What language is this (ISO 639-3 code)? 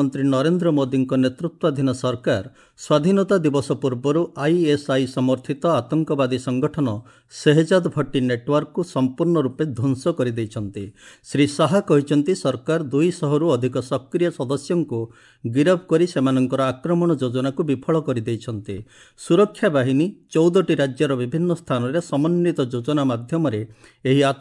ori